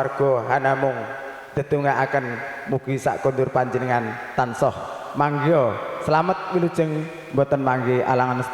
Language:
Javanese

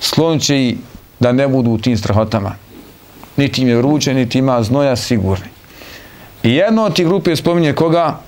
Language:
Bosnian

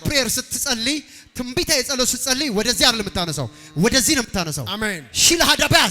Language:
Amharic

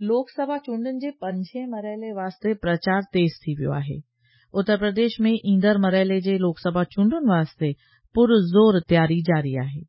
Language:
Sindhi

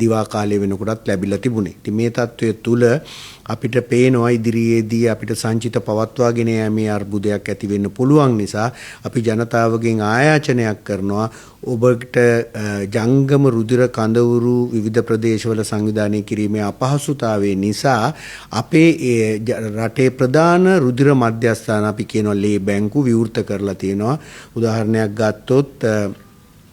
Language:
Sinhala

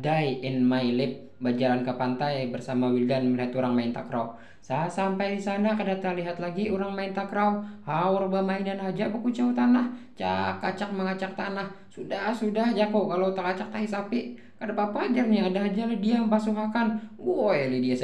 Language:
Banjar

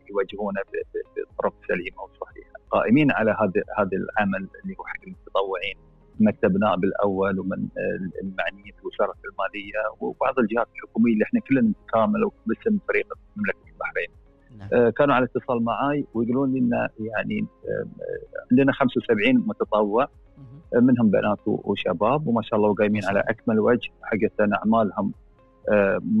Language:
Arabic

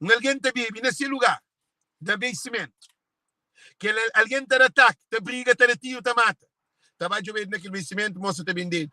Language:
Kabuverdianu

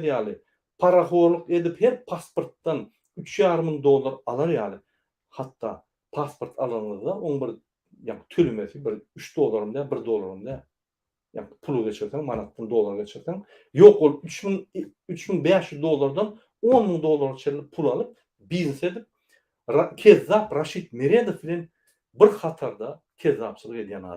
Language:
Turkmen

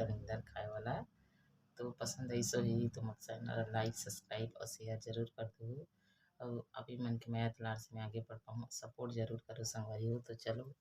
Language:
Chhattisgarhi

